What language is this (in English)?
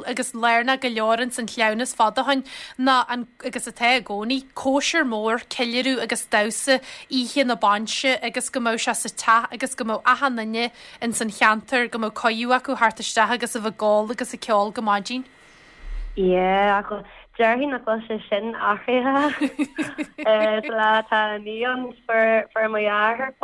Irish